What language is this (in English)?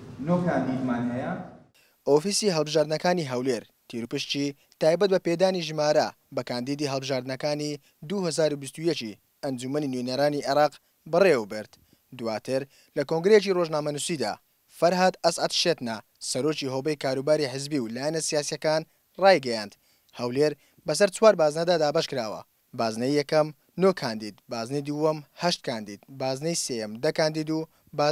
Central Kurdish